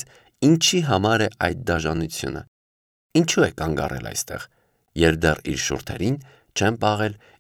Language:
Armenian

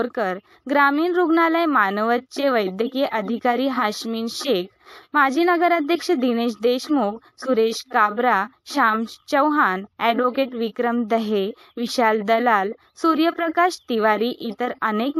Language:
Marathi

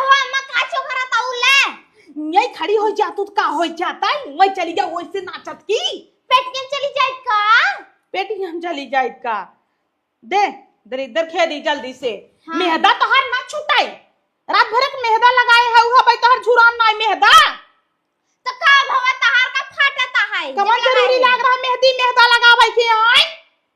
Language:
Awadhi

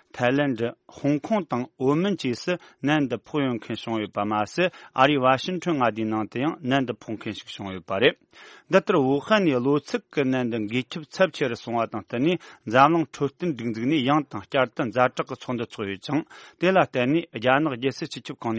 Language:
Tibetan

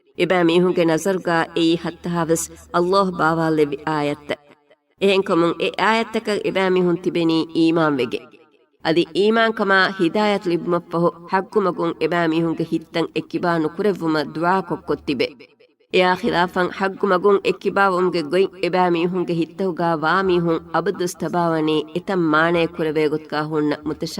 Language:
Divehi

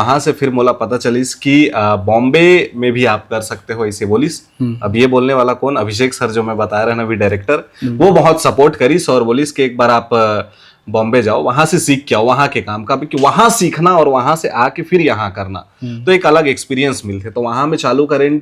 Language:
Chhattisgarhi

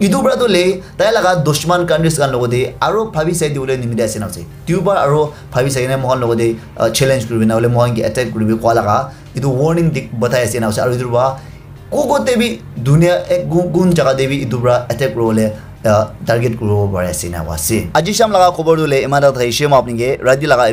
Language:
Naga Pidgin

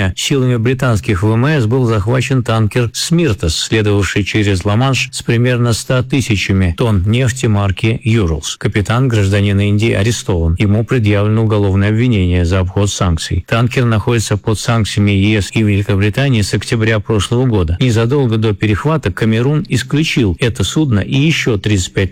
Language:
Russian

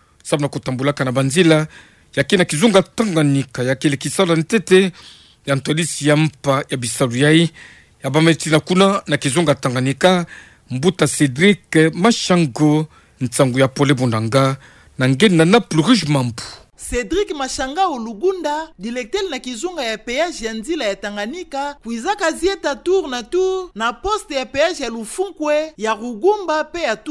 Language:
Kituba (Democratic Republic of Congo)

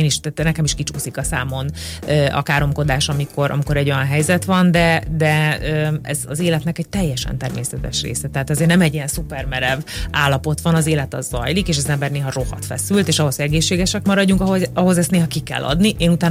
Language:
Hungarian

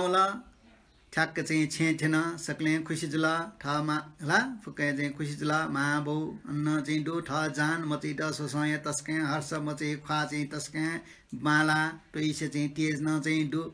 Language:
Newari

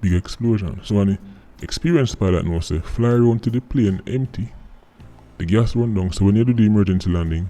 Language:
Jamaican Creole English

